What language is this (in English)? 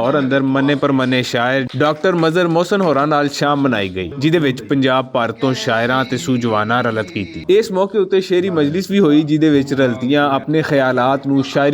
Western Panjabi